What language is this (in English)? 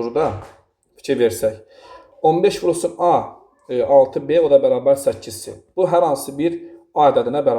Azerbaijani